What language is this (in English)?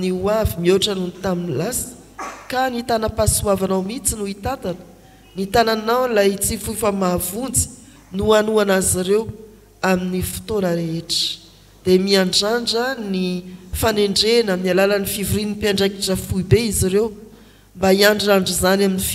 Malagasy